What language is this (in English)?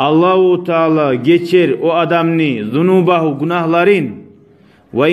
Kumyk